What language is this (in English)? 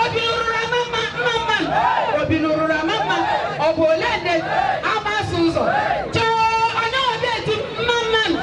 Igbo